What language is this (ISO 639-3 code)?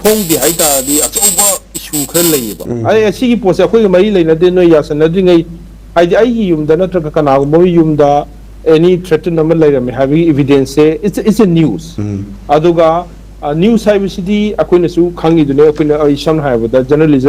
mni